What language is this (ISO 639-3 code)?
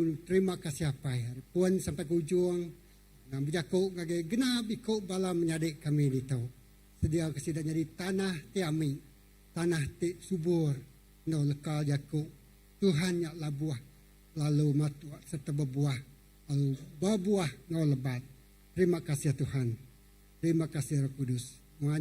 iba